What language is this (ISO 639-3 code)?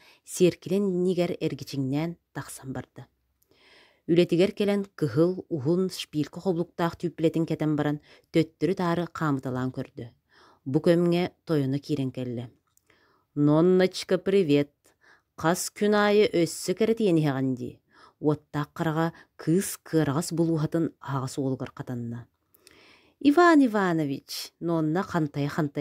sah